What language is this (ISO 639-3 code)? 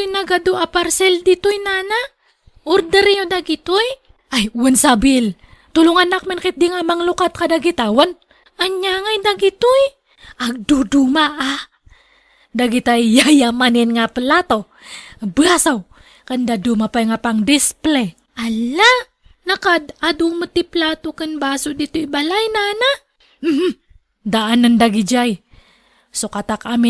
ilo